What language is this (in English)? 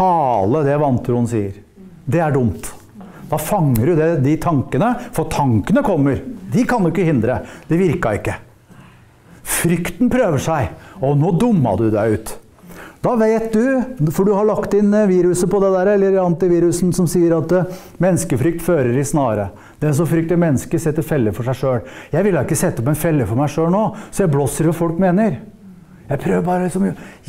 Norwegian